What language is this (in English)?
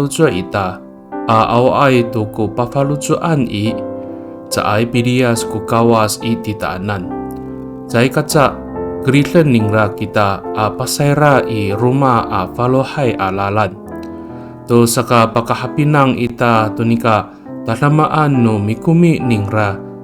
Amis